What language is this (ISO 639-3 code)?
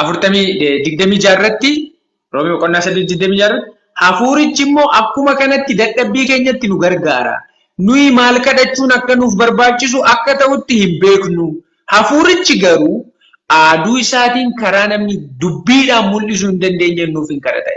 orm